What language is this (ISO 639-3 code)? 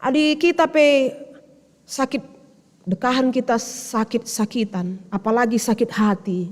btx